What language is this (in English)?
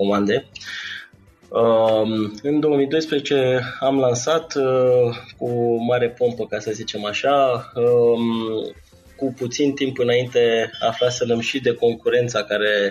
Romanian